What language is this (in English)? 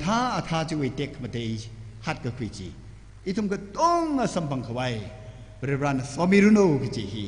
Tangkhul Naga (India)